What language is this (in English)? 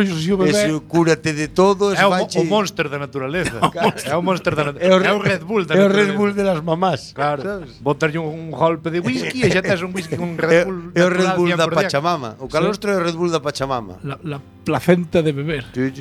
Galician